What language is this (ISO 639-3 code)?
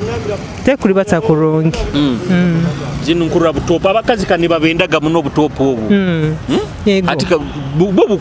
nyo